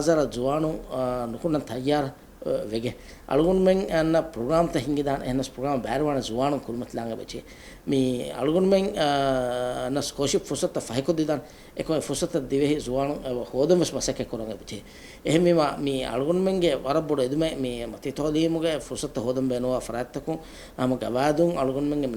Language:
Divehi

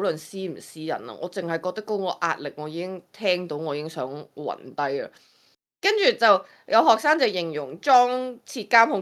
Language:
Cantonese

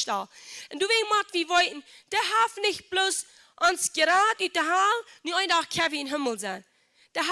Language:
Plautdietsch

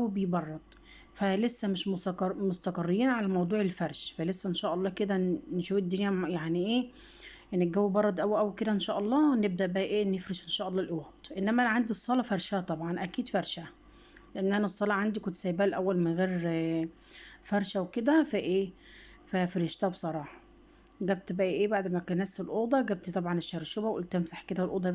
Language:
Egyptian Arabic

